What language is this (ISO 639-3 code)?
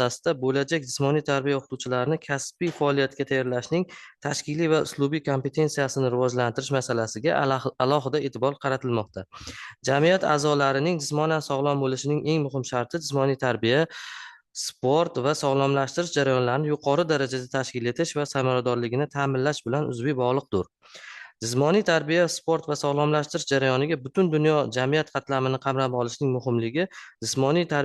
uzb